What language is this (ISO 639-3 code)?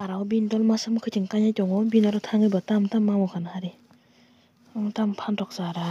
trp